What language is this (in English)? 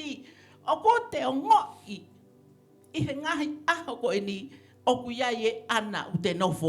Tongan